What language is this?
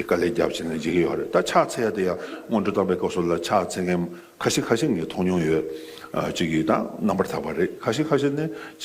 Tibetan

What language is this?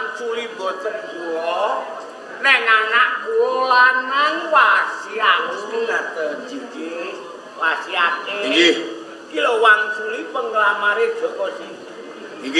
Javanese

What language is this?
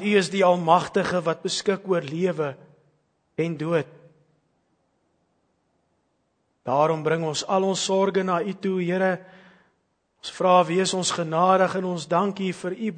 Afrikaans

